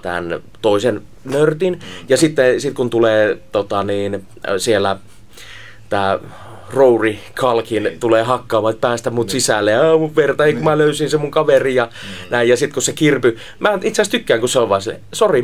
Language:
Finnish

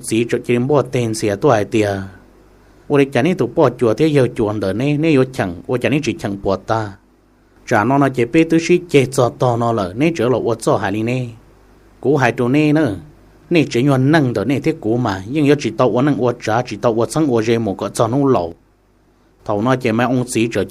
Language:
Hmong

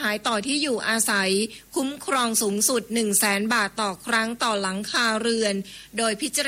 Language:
Thai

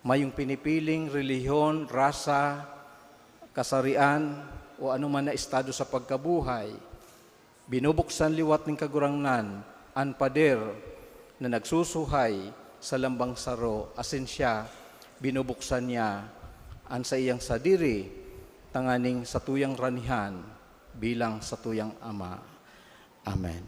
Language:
Bikol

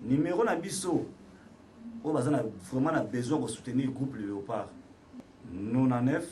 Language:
Lingala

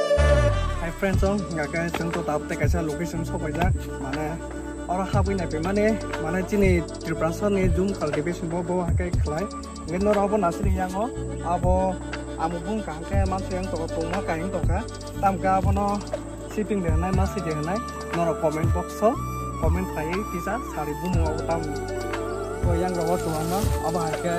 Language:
Kok Borok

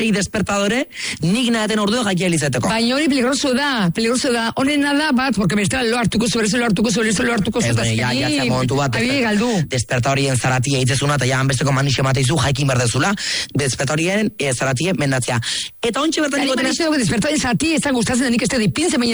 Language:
Basque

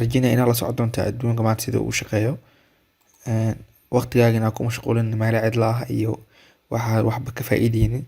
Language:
Somali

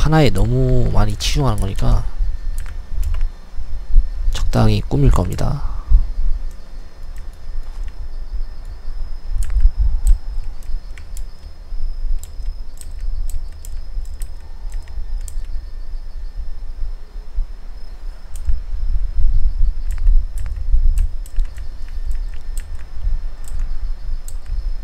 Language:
Korean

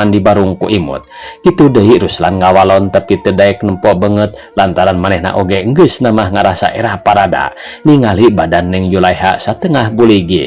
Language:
Sundanese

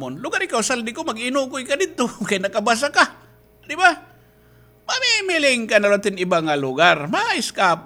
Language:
Waray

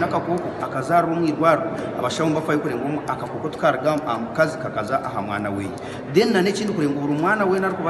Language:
Nyankole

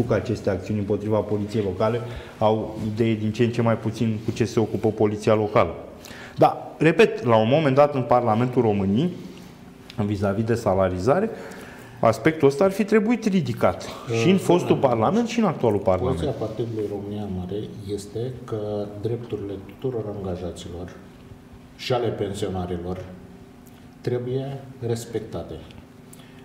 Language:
Romanian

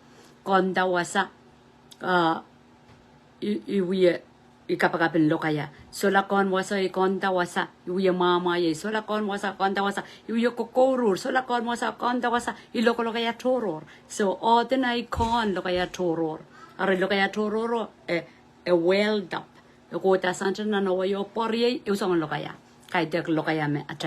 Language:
Pohnpeian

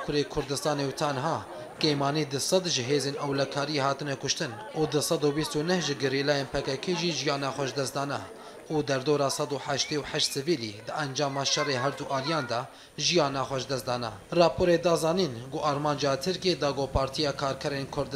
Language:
Kurdish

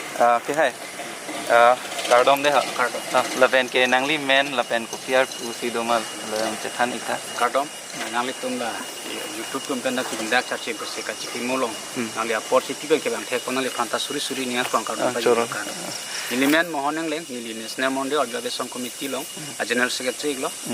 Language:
Karbi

